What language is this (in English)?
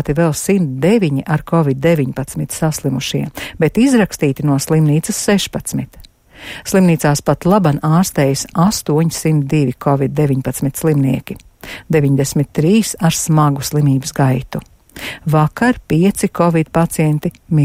Latvian